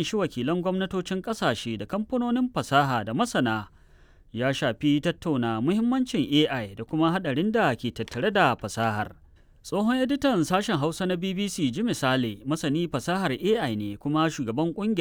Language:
Hausa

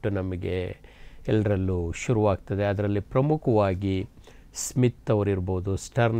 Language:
Kannada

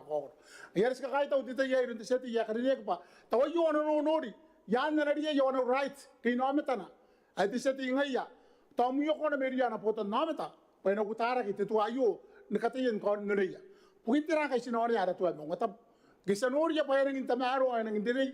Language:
Gilbertese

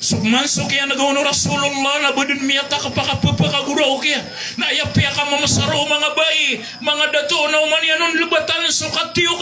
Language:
Maranao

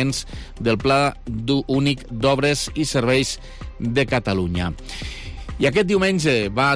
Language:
Catalan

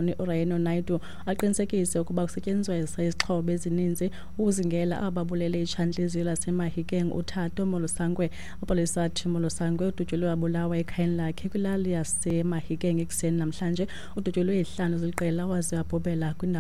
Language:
Xhosa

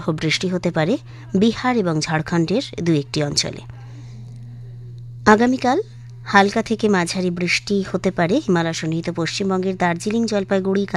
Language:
Bangla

